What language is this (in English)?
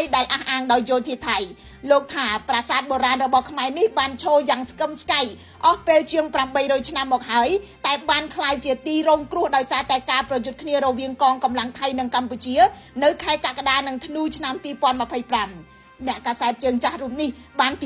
Khmer